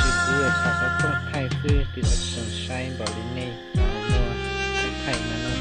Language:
Hmong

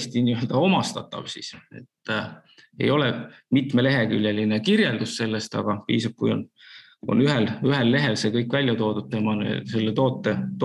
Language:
Estonian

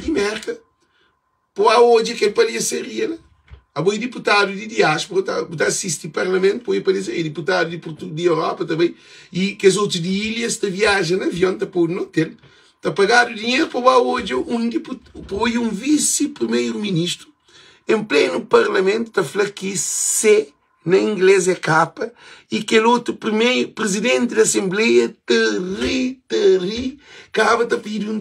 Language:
Kabuverdianu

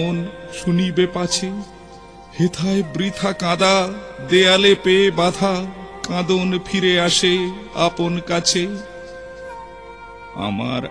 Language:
Bangla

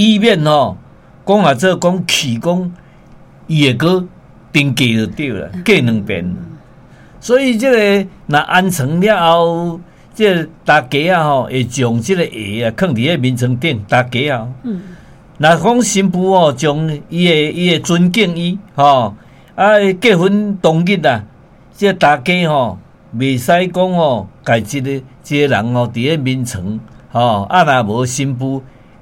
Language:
Min Nan Chinese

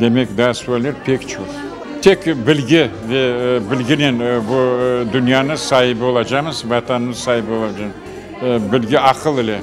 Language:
Crimean Tatar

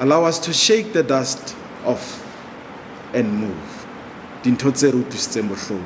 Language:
Southern Sotho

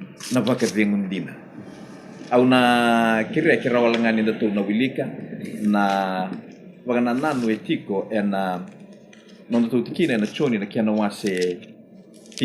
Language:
Fijian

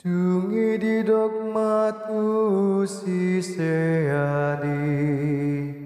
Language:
Batak Toba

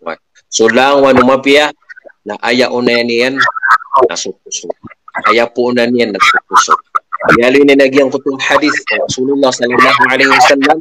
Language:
Maranao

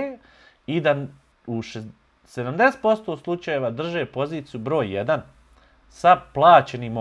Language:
Bosnian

